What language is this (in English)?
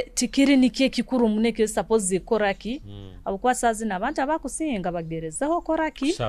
Nyoro